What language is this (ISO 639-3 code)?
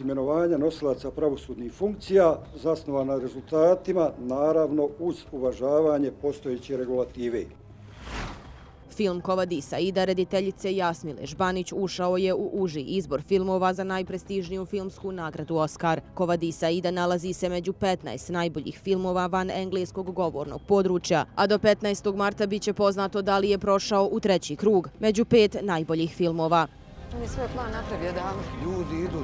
bos